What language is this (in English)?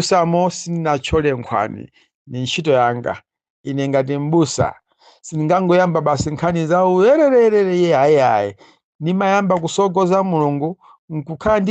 Nyanja